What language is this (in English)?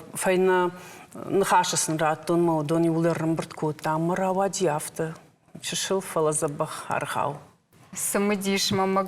Ossetic